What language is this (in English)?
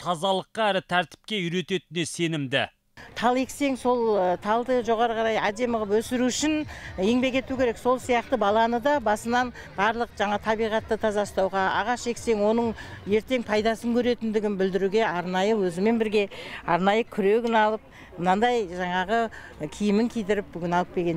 Kazakh